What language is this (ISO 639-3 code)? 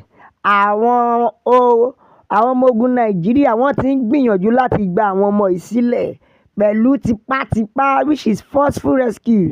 yor